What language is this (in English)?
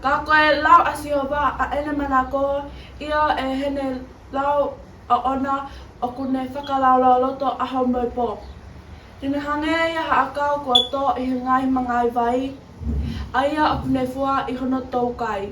Tongan